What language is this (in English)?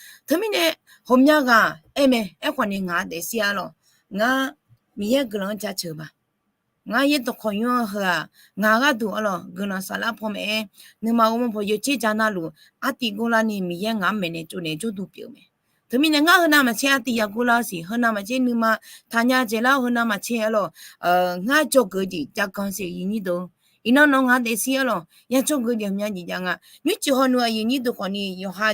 Akha